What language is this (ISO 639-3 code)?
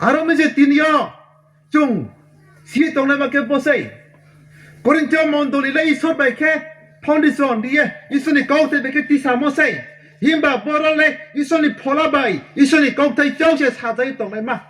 ria